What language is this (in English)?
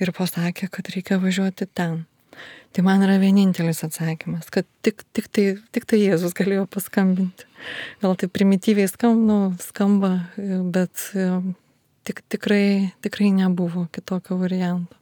Lithuanian